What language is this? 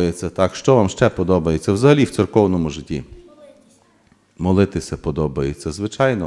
Ukrainian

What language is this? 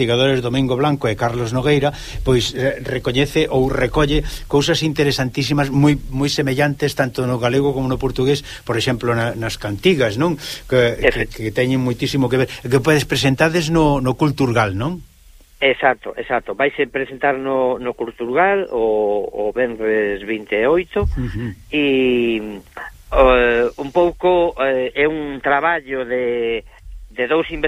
Galician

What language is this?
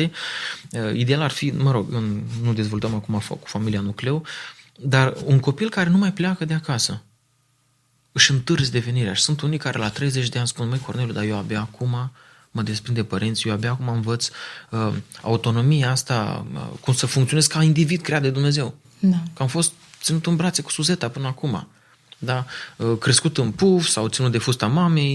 Romanian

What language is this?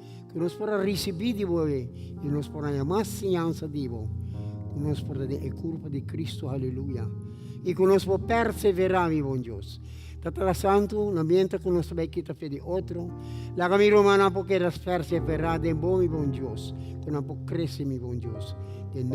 Papiamento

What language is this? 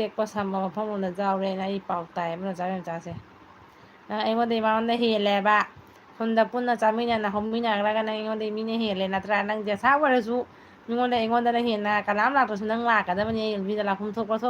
Manipuri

